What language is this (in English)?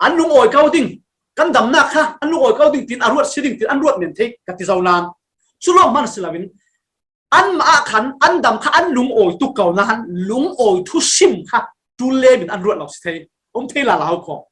Falam Chin